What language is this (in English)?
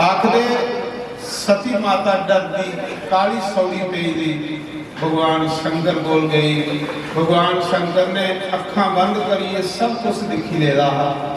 Dogri